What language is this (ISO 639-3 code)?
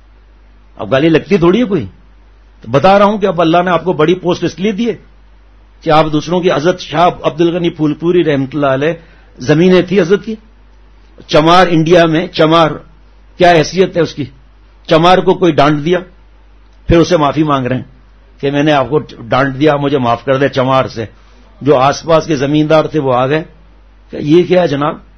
urd